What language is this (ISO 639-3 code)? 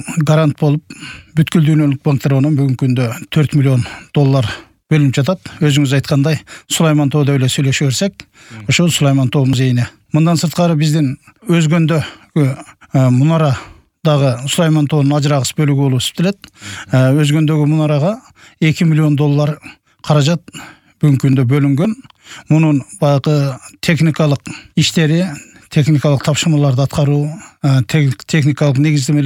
kir